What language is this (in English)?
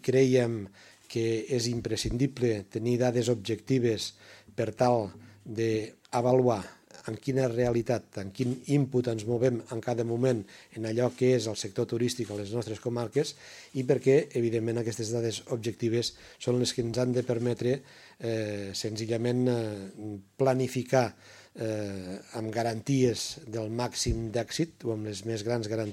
Catalan